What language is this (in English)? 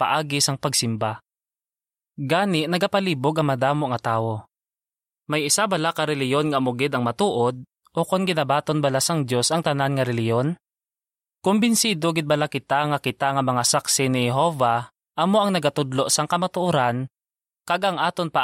Hiligaynon